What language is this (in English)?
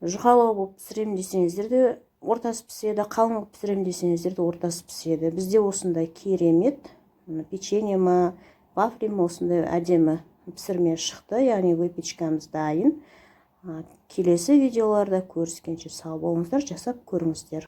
Kazakh